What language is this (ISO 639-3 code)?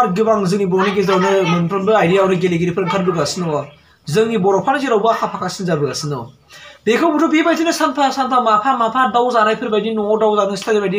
brx